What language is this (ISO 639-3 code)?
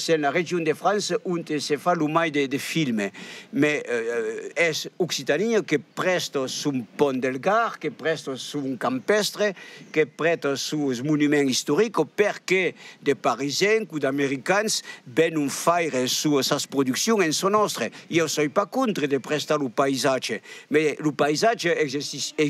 oci